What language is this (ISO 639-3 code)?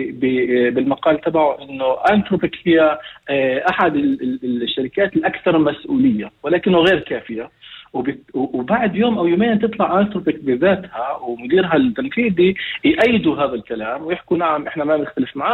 apc